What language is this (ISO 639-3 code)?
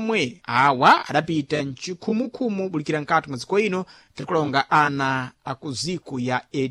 seh